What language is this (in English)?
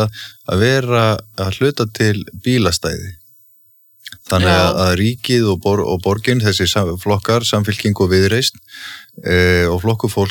Icelandic